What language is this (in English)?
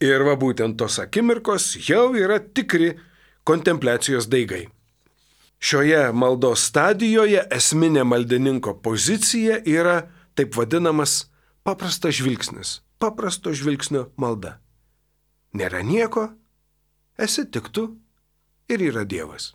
Lithuanian